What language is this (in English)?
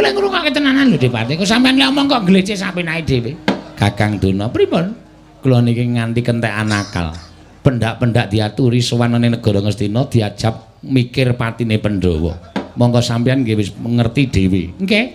Javanese